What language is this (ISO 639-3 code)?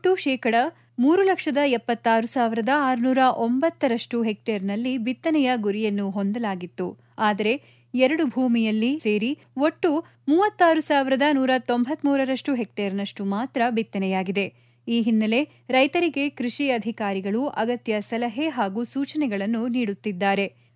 kan